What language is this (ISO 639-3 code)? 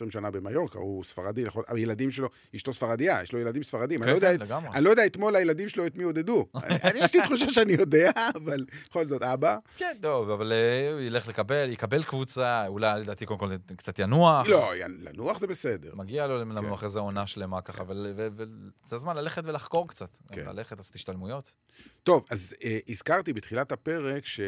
heb